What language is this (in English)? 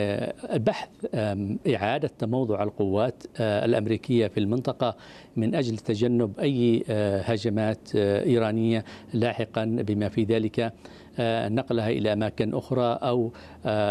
Arabic